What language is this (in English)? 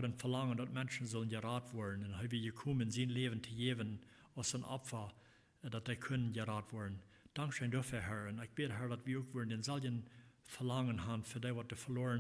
Plautdietsch